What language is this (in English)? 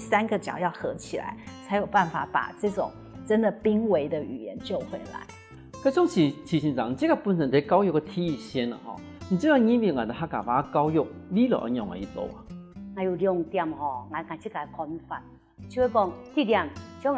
Hakka Chinese